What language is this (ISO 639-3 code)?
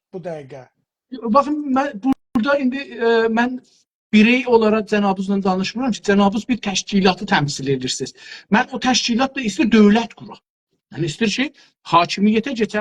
azb